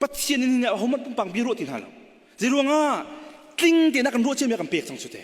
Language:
Hakha Chin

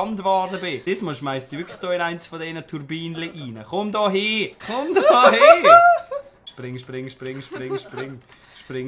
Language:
Swiss German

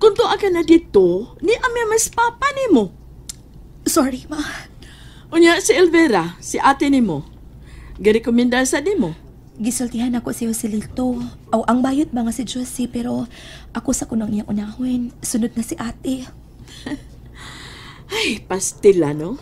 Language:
Cebuano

